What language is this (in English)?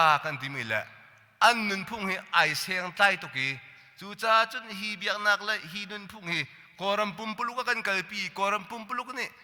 Hakha Chin